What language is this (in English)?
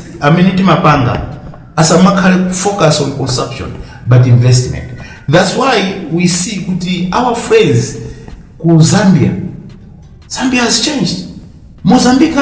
Nyanja